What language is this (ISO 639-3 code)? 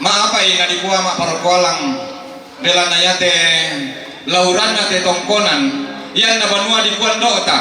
sda